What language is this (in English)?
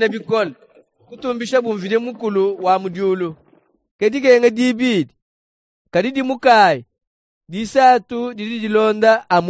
Luba-Lulua